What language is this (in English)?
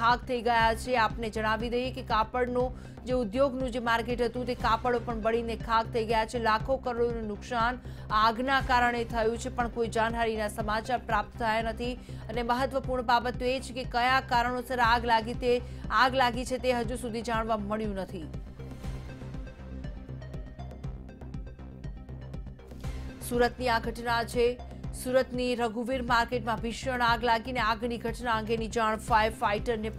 Gujarati